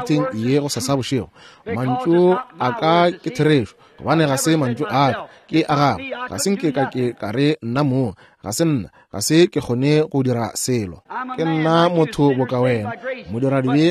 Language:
Northern Sotho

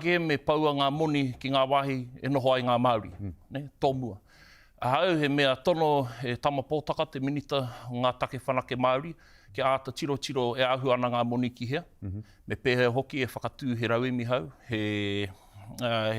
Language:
Māori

